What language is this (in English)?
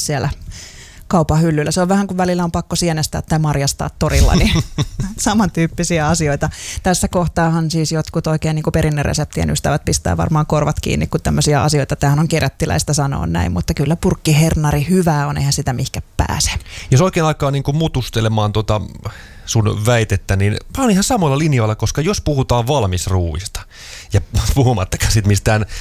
Finnish